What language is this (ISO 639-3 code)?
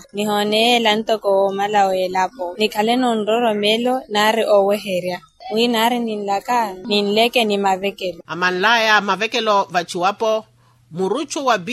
vmw